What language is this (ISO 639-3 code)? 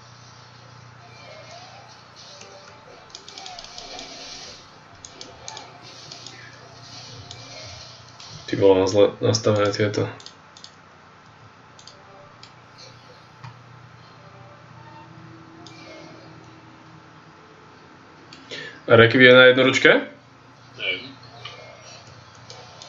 slk